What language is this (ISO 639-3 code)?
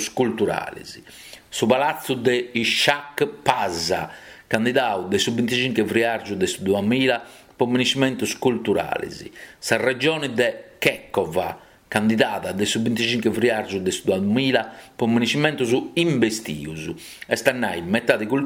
srd